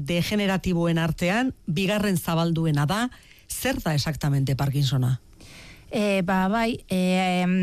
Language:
Basque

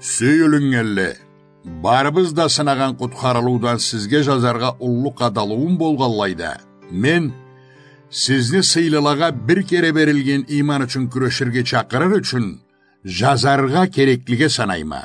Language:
Karachay-Balkar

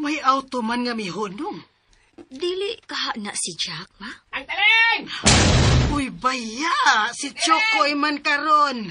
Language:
Cebuano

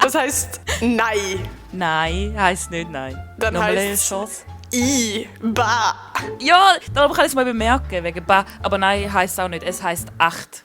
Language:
Swiss German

